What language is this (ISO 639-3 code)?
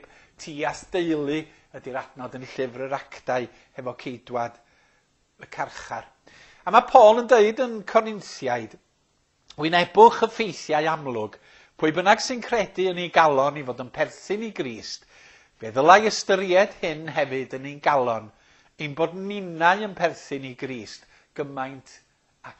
cym